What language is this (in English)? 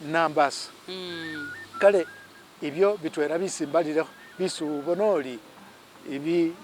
Masaaba